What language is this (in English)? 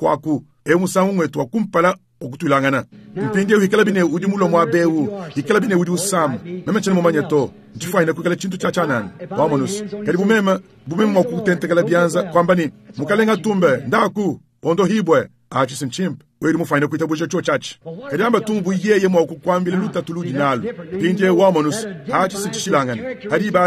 Luba-Lulua